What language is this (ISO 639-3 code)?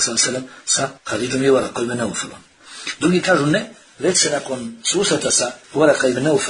bos